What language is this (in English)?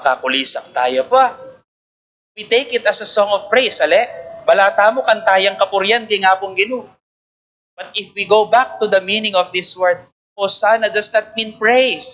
Pampanga